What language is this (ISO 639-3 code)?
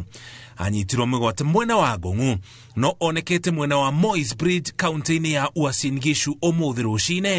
kik